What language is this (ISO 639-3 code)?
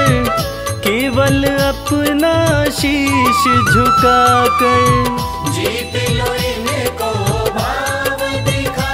hin